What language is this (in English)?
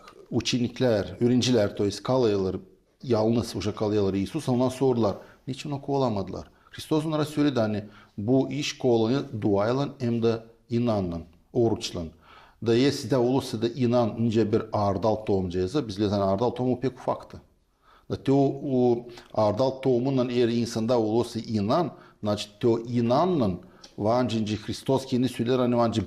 Gagauz